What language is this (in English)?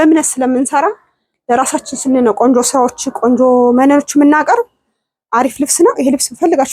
Amharic